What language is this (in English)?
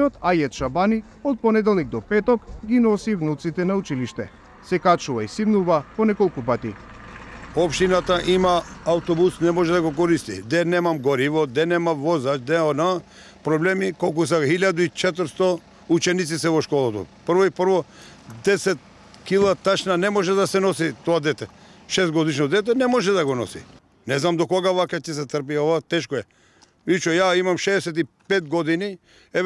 Macedonian